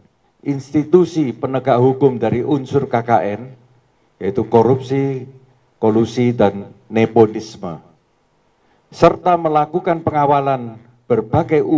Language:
Indonesian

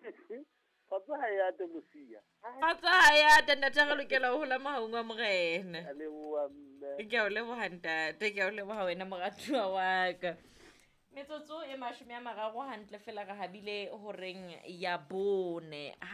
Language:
Southern Sotho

